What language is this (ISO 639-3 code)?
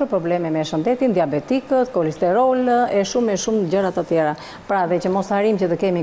sqi